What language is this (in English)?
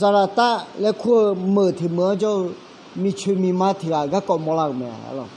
Akha